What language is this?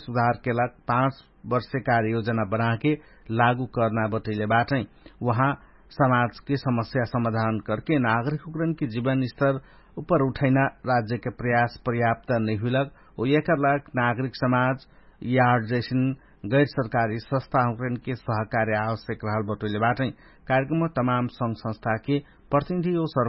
Dangaura Tharu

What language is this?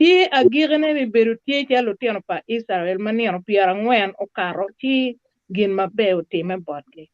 Acoli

